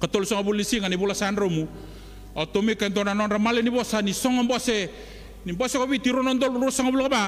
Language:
Fijian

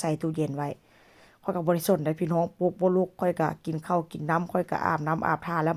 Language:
Northeastern Thai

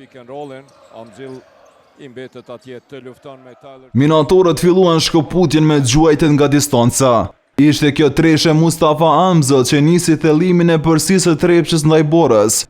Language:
Albanian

